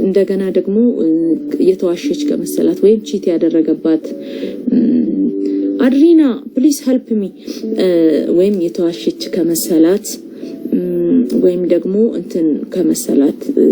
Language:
Amharic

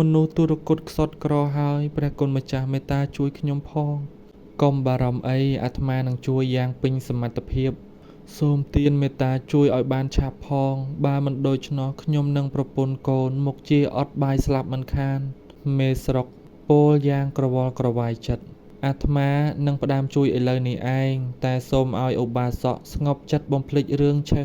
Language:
Khmer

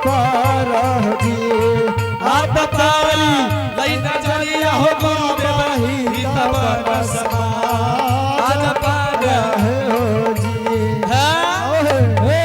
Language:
Angika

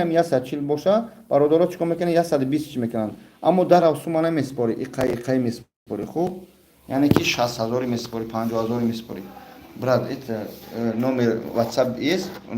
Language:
Tajik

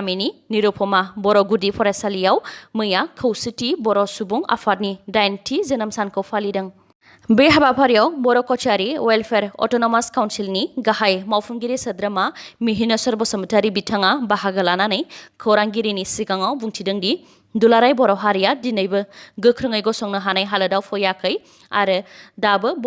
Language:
Bodo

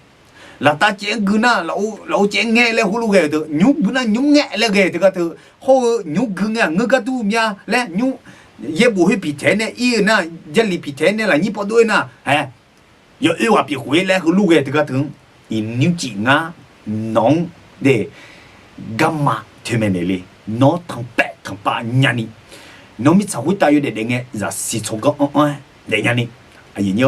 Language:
Akha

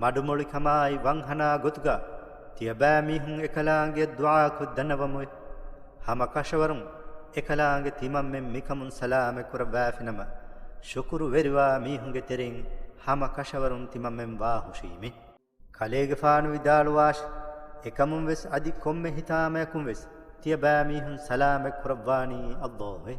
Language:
Divehi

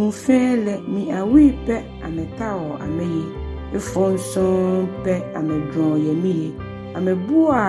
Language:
Ga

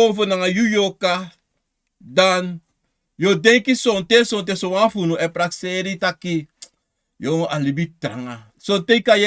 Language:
Sranan Tongo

